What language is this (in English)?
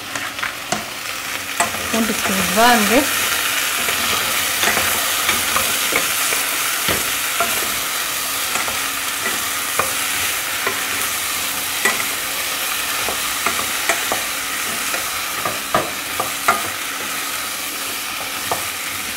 Kinyarwanda